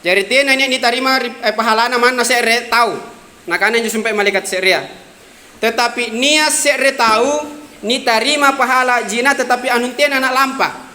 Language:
Makasar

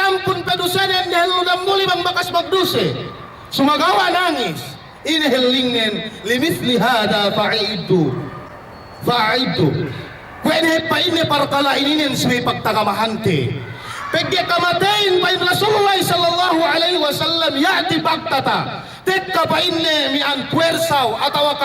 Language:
Yakan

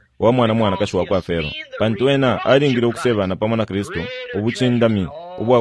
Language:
Bemba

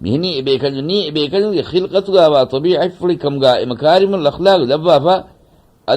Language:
Divehi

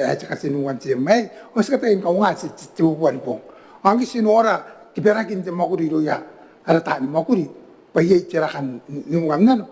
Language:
Gilbertese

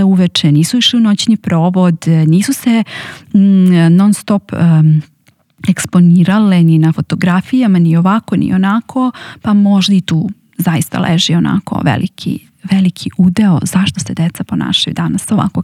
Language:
Serbian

